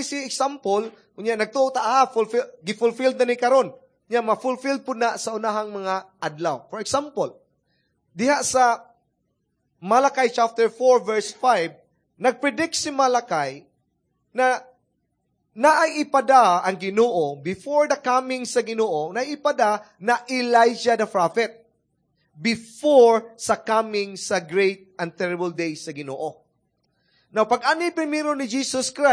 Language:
Cebuano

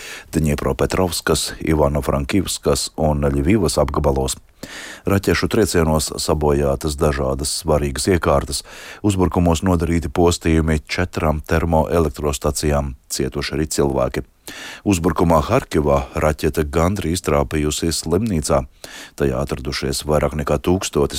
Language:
Latvian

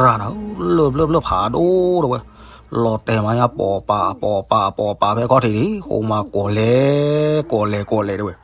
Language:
S'gaw Karen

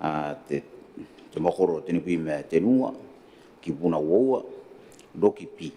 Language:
Gilbertese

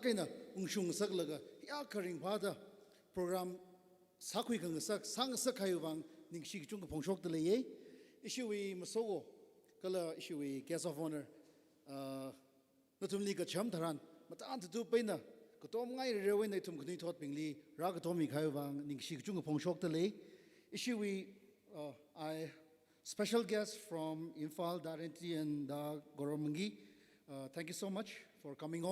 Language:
Tangkhul Naga (India)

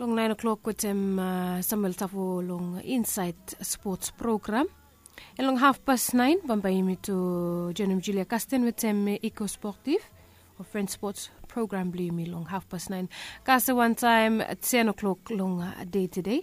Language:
Bislama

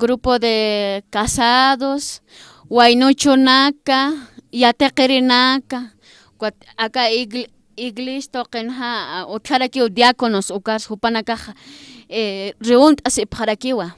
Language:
Aymara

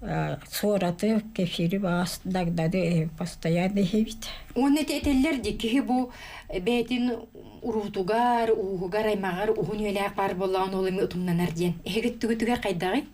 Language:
Yakut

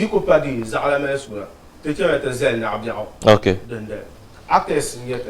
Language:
Dagbani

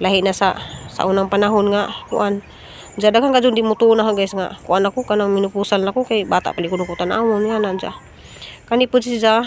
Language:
Cebuano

